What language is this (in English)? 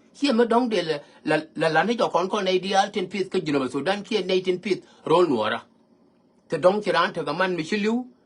Nuer